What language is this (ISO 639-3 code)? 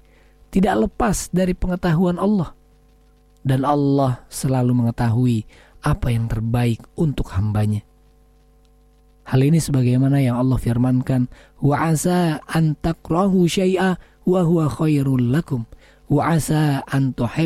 ind